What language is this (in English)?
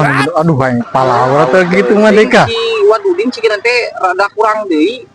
Sundanese